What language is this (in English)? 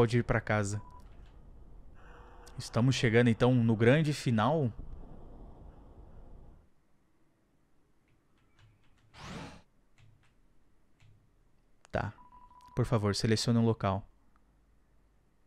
Portuguese